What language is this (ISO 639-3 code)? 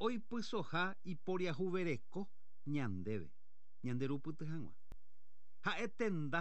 grn